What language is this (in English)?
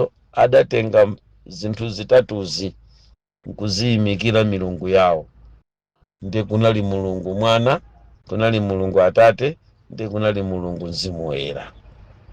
Nyanja